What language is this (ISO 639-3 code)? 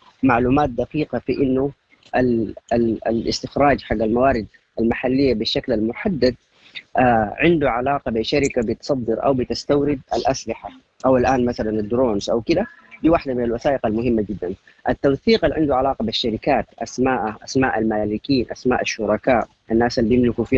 apd